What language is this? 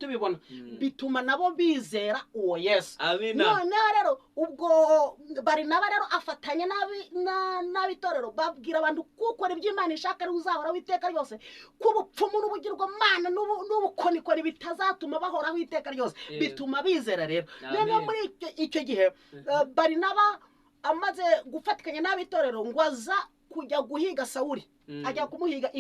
Kinyarwanda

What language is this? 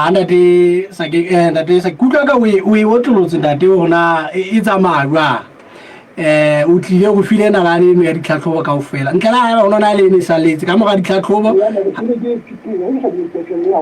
Southern Sotho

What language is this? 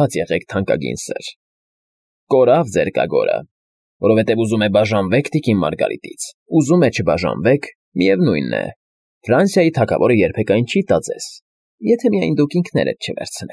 Armenian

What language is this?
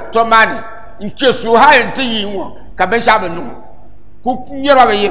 Dagbani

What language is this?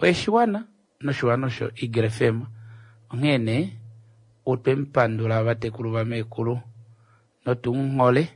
Kuanyama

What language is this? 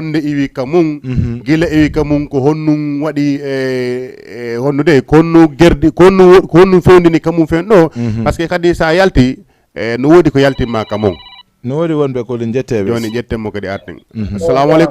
Fula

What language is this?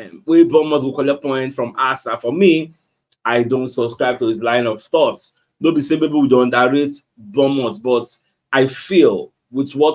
Nigerian Pidgin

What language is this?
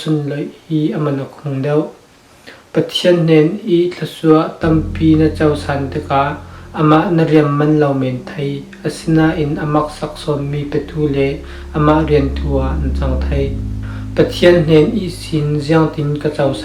Falam Chin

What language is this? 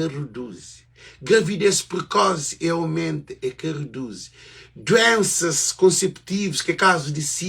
Kabuverdianu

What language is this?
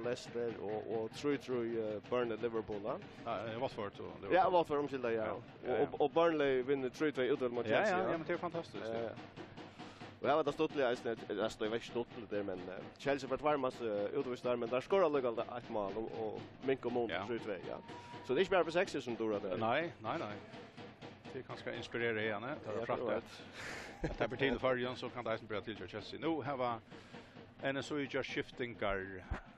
Faroese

